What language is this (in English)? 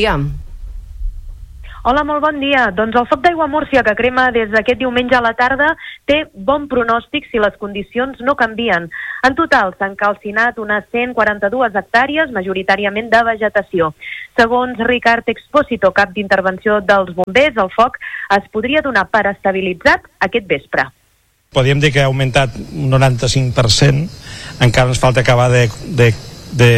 Catalan